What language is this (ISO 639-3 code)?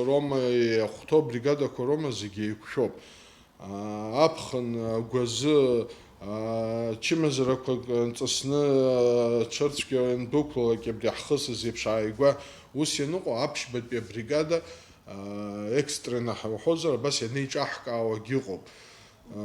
abk